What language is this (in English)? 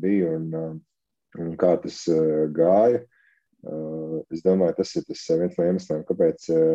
Latvian